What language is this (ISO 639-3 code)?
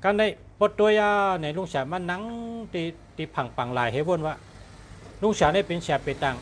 shn